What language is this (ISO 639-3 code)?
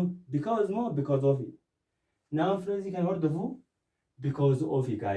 orm